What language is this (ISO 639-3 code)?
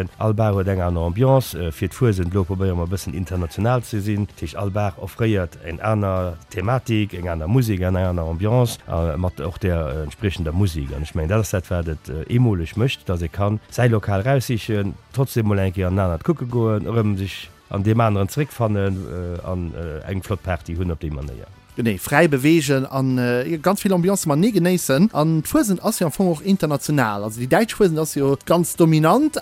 ltz